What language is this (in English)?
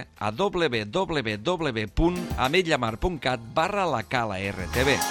Catalan